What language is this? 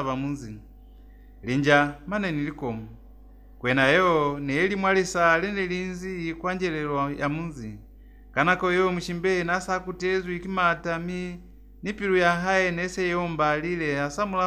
Lozi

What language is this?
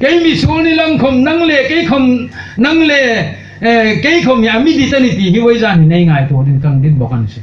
Hmar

